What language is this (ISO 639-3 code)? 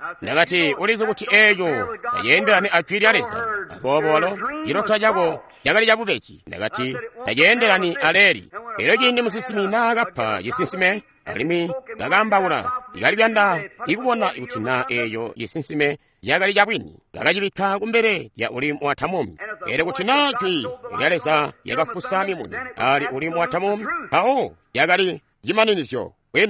toi